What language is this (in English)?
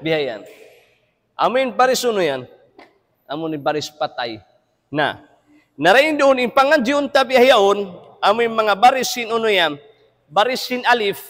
Tausug